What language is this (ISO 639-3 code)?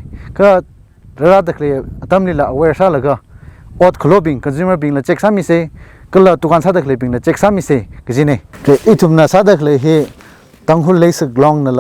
nmf